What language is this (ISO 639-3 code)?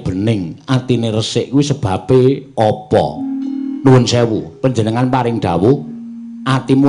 jav